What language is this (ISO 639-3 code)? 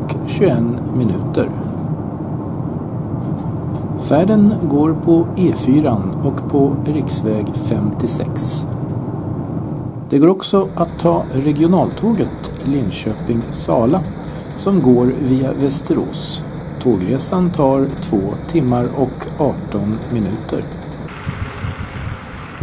swe